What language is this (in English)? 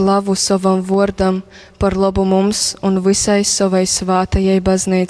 Latgalian